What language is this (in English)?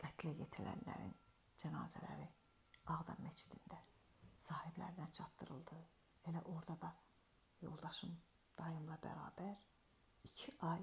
Azerbaijani